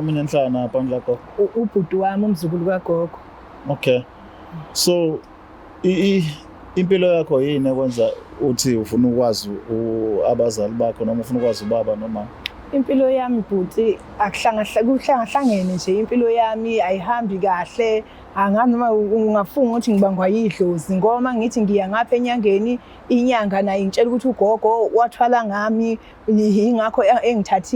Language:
Zulu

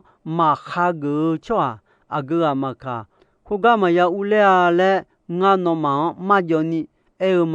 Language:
Akha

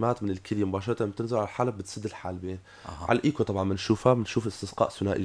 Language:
North Levantine Arabic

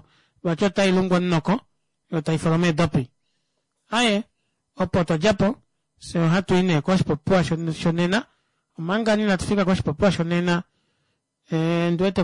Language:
Kuanyama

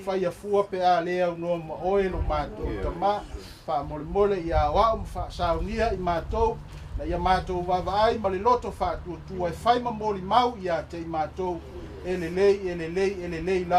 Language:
Samoan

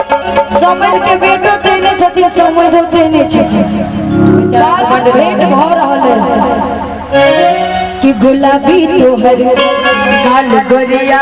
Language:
Maithili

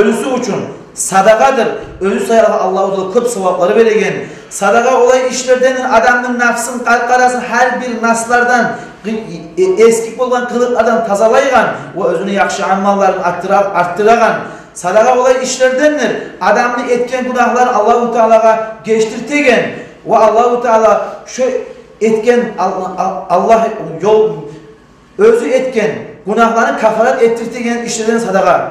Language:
Kumyk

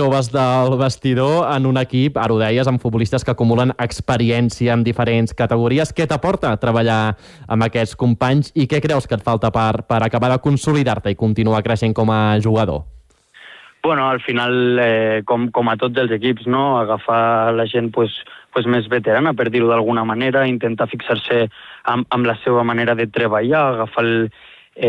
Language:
Catalan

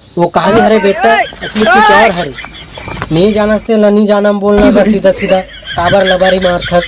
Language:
Chhattisgarhi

